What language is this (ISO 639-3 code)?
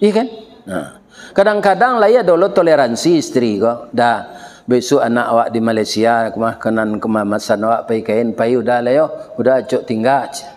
min